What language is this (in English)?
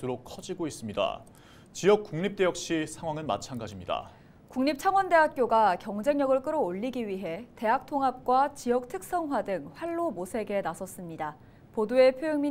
Korean